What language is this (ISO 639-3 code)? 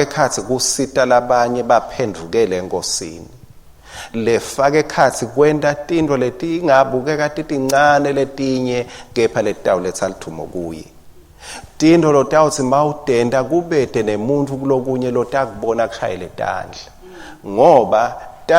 ssw